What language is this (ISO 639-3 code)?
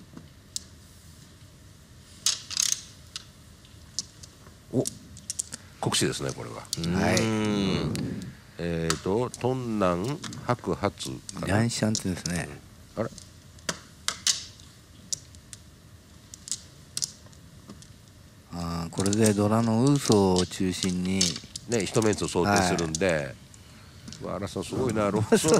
jpn